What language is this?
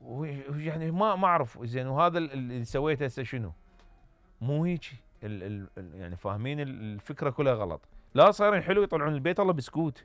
Mesopotamian Arabic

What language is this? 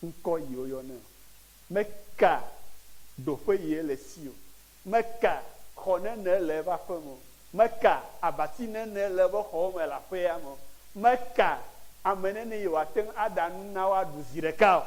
Ewe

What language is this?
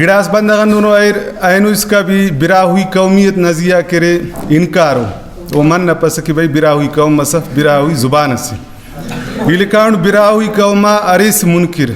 Brahui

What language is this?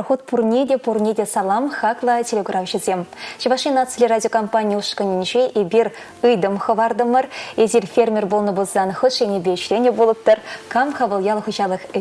Chuvash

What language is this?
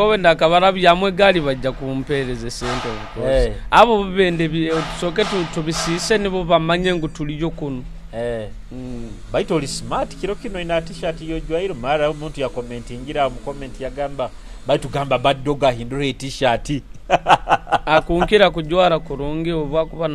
Nyoro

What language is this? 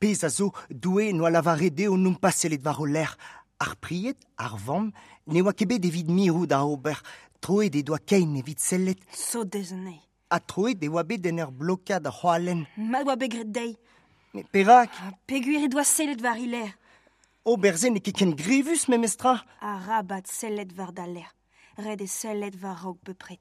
Breton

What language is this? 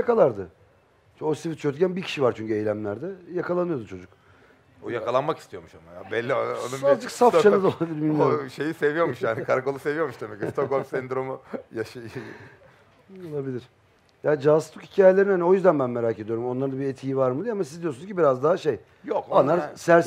Turkish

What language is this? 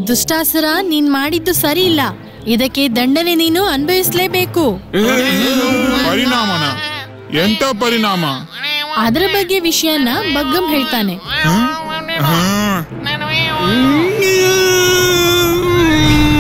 Kannada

